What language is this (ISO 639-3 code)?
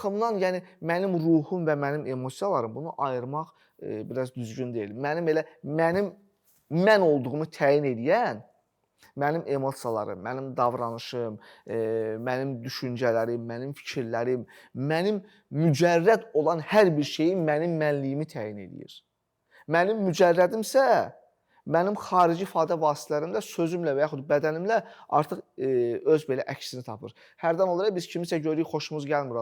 aze